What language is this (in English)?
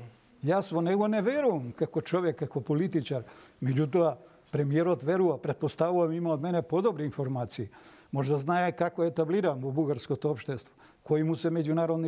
Macedonian